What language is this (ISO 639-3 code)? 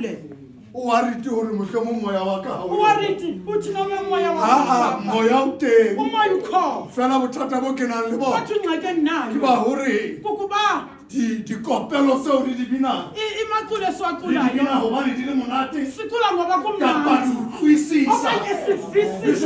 sot